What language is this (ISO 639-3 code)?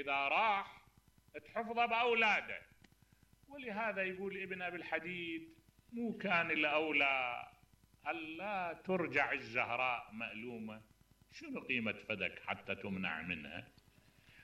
acm